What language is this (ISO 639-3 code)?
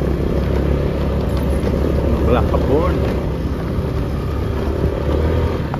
ind